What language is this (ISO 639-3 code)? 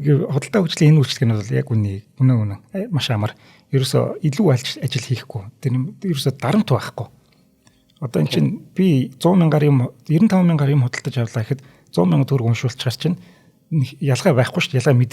mon